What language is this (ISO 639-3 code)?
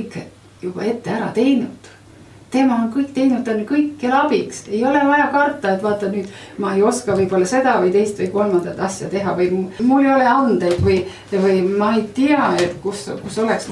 est